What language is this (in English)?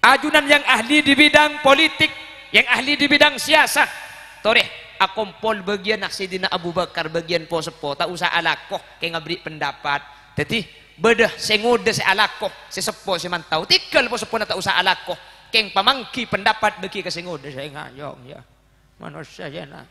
Madurese